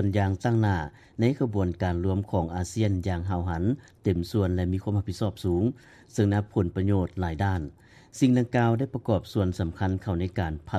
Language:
Lao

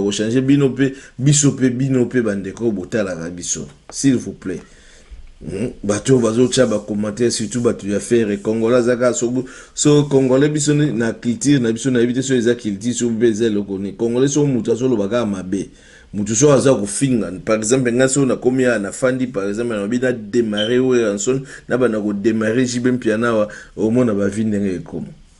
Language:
Lingala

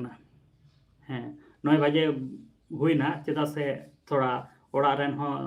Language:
Santali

